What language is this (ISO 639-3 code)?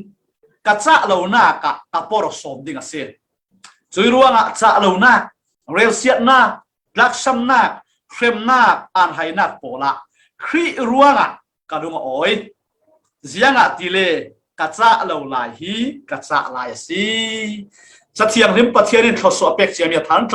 cfm